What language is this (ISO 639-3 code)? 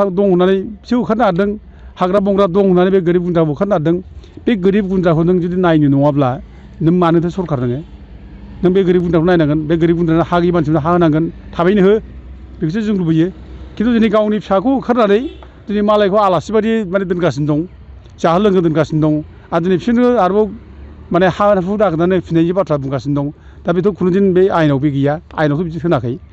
brx